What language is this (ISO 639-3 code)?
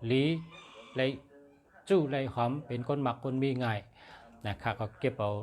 shn